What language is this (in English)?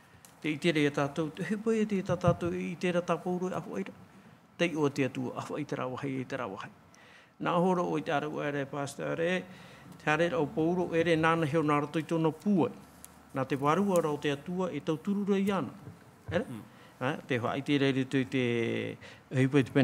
Tahitian